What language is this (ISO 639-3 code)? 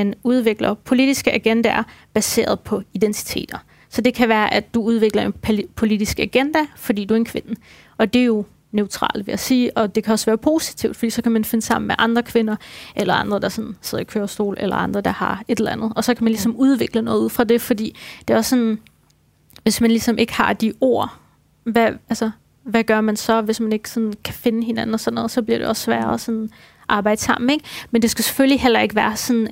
dan